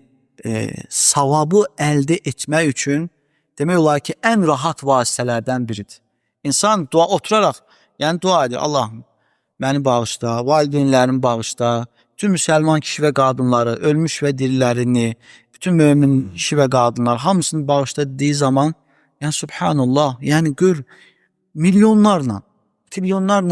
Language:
Azerbaijani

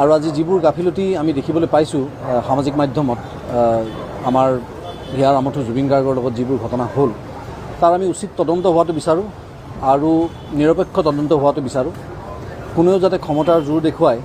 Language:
Assamese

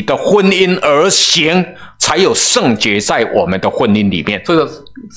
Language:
Chinese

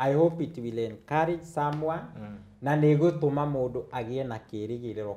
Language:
Kikuyu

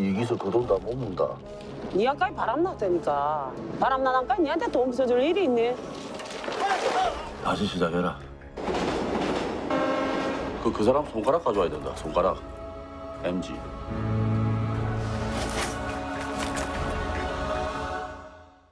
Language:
Korean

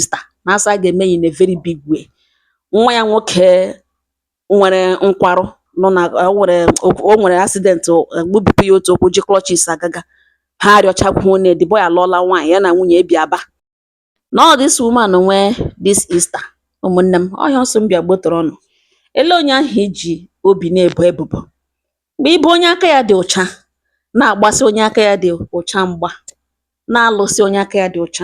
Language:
Igbo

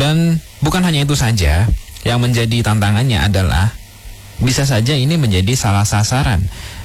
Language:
Indonesian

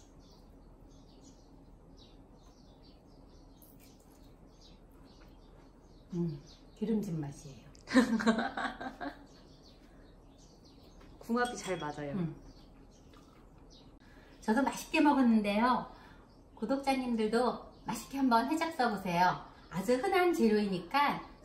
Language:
Korean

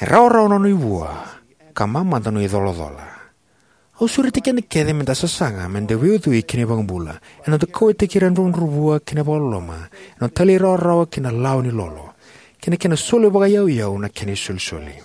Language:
Fijian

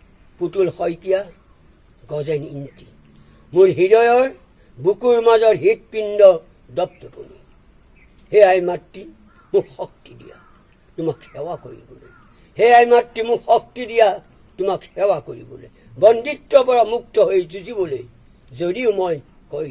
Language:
Assamese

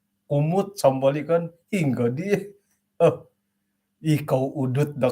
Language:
Central Dusun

